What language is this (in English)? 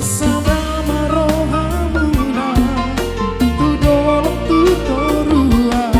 Batak Toba